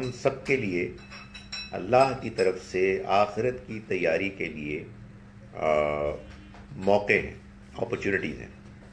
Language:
Urdu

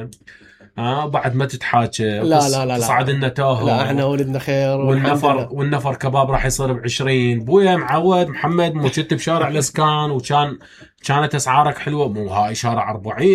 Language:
Mesopotamian Arabic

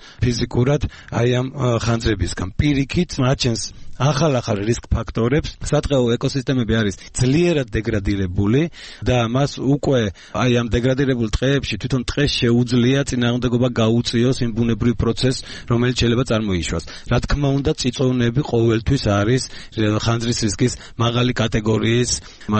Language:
Georgian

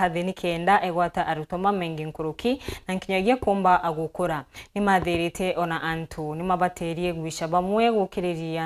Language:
Meru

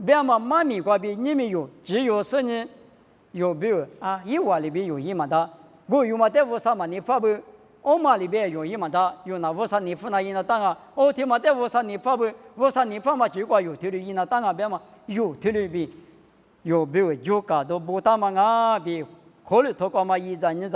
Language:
Lisu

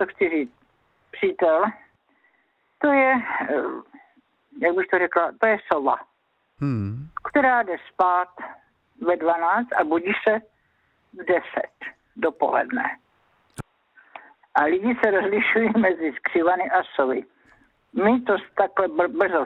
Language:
Czech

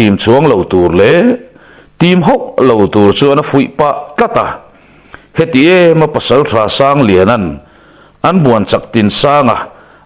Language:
Mizo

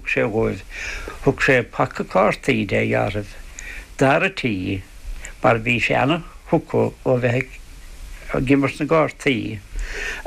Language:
Irish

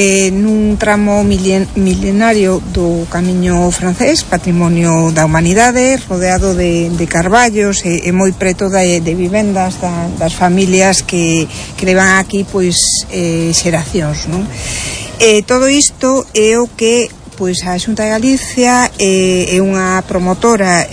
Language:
Galician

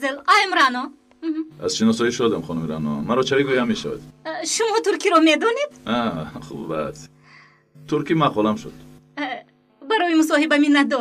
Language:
Tajik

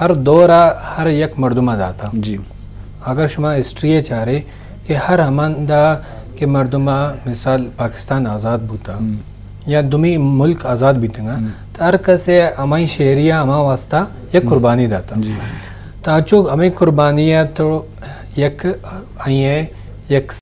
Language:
Eastern Balochi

